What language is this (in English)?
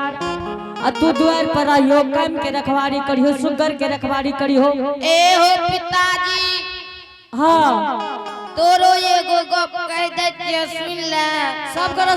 Angika